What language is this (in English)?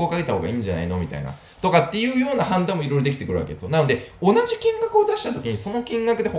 Japanese